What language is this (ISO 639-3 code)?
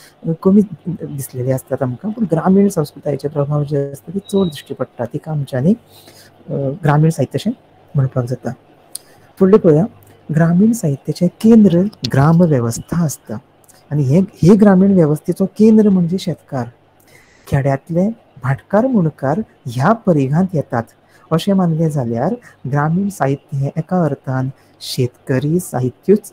kok